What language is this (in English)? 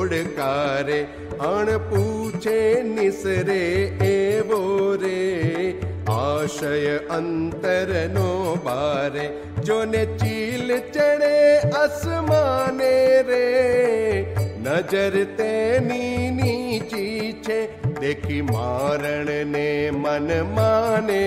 Gujarati